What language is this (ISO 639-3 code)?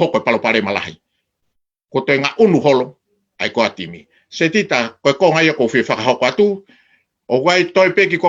ton